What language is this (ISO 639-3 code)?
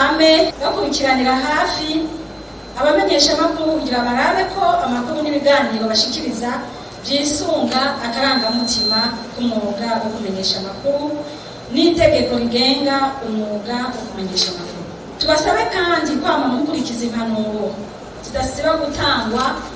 run